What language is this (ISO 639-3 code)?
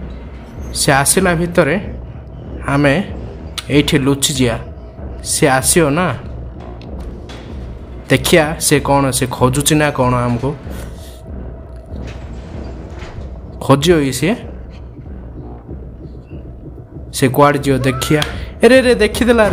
ori